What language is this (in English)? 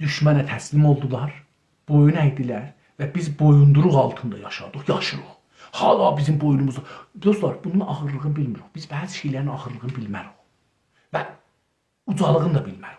South Azerbaijani